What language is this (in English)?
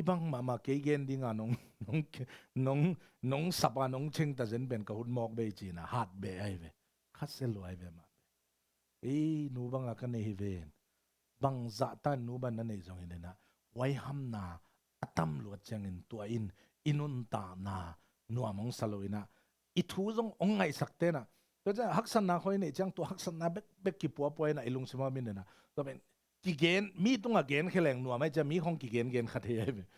Tedim Chin